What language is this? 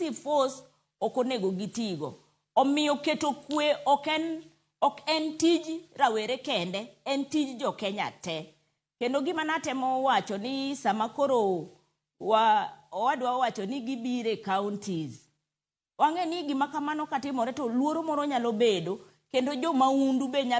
Luo (Kenya and Tanzania)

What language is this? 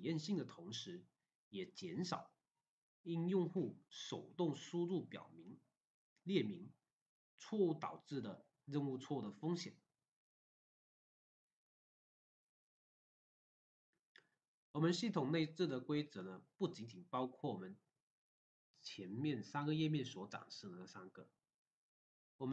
Chinese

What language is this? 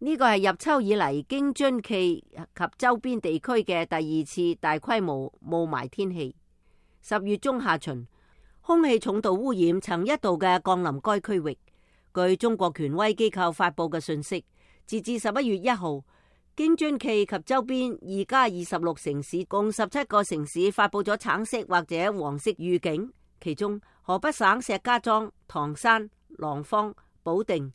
Cantonese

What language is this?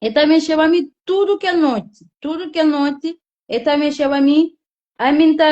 Kabuverdianu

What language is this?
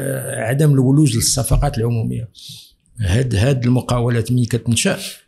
Moroccan Arabic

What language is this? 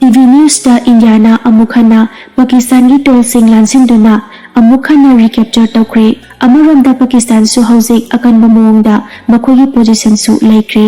Manipuri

